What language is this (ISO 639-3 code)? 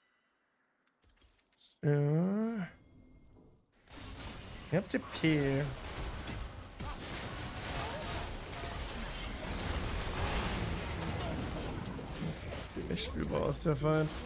deu